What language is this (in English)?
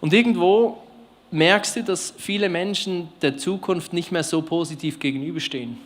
Swiss German